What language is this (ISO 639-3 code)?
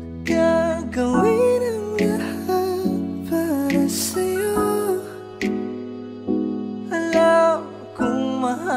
fil